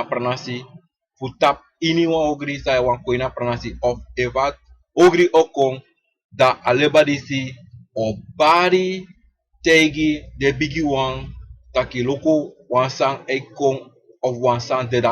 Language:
Sranan Tongo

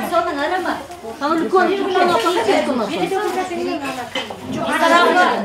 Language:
Kazakh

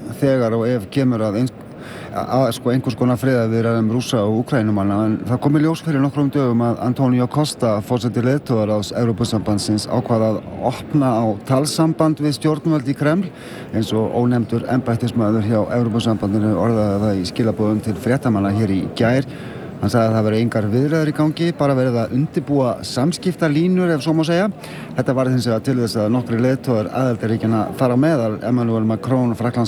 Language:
Icelandic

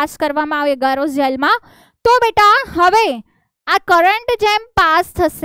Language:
Gujarati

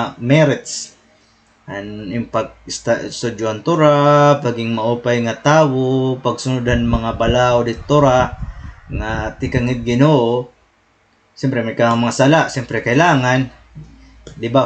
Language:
Waray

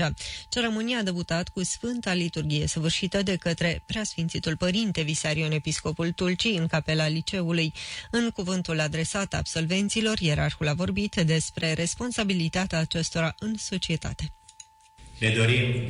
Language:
Romanian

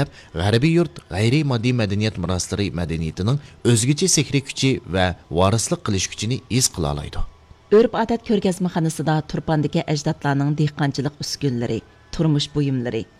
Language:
Uyghur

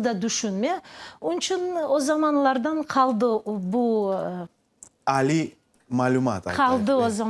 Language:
Crimean Tatar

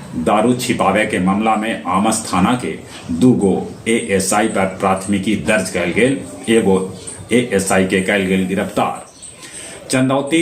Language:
Magahi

